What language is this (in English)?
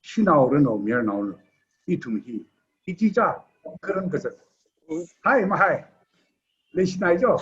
Tangkhul Naga (India)